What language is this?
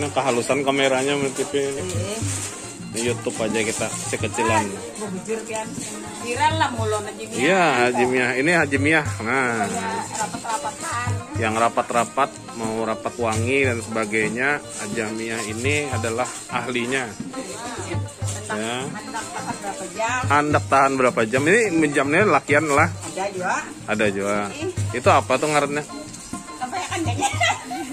Banjar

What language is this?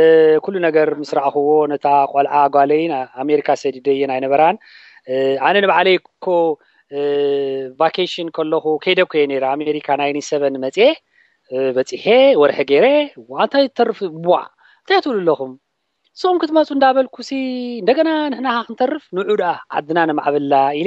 Tigrinya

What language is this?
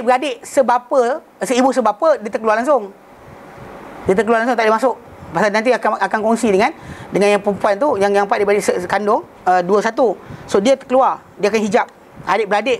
Malay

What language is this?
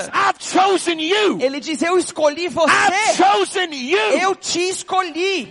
Portuguese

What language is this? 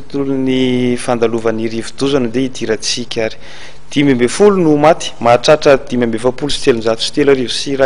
Malagasy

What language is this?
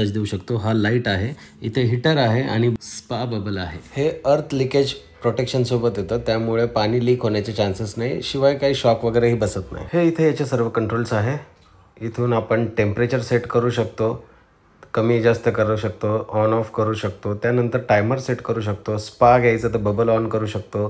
Marathi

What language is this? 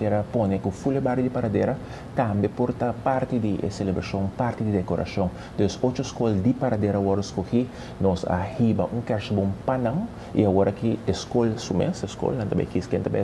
Papiamento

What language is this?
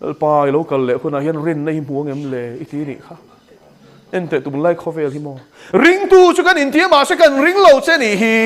Mizo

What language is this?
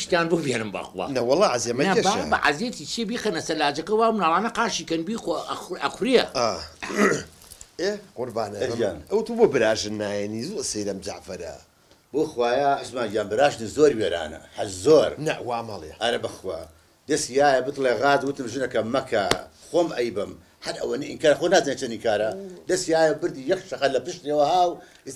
Central Kurdish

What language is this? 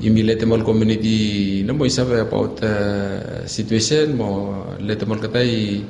Bislama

